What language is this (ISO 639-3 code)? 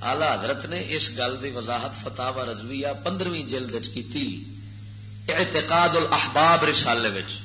lah